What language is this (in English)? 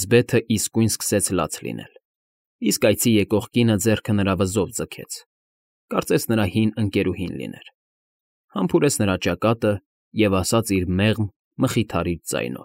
Armenian